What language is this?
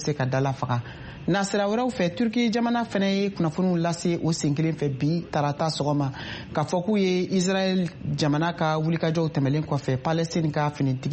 Bambara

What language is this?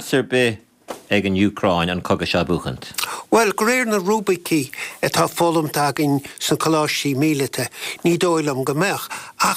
Irish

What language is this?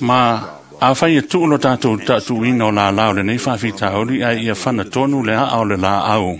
Samoan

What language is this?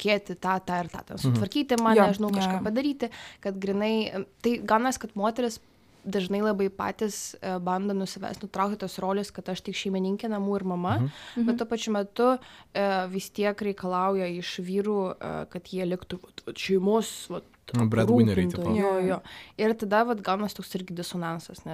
Lithuanian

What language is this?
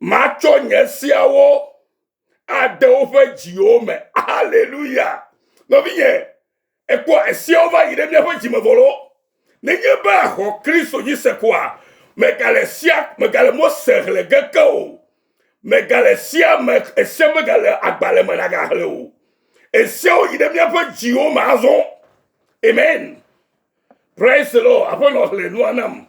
Ewe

